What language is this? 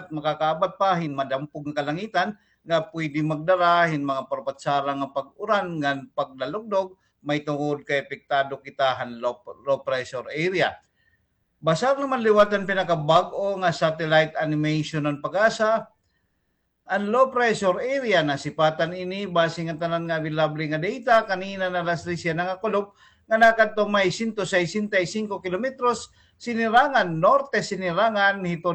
Waray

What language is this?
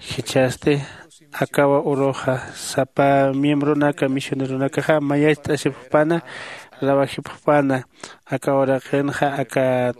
Aymara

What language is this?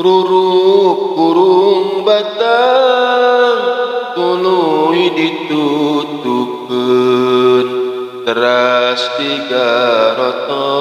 Sundanese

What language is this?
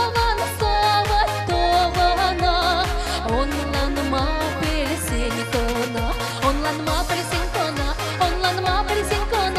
Chuvash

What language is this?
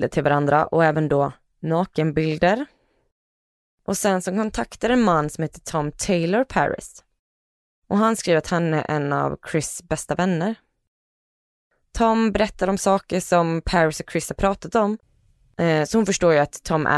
Swedish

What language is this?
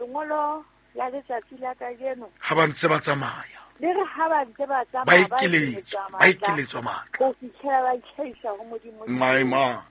Southern Sotho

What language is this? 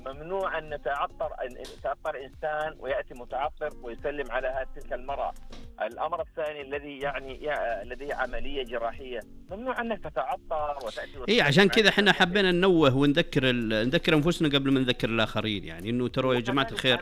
Najdi Arabic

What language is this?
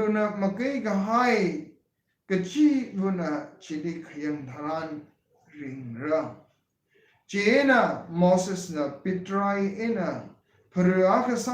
Tangkhul Naga (India)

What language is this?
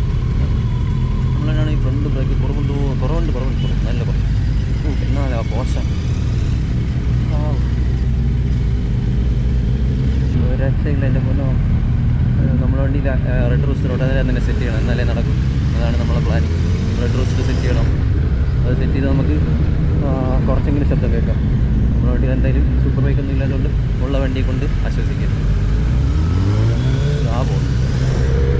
Malayalam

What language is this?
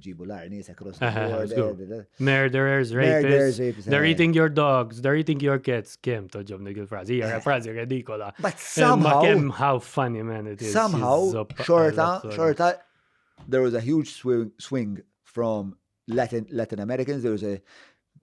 Maltese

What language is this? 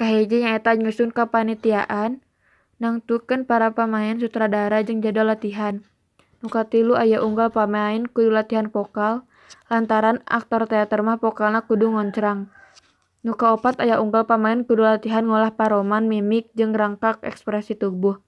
Sundanese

